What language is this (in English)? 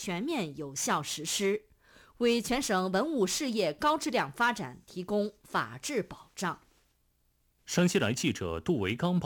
Chinese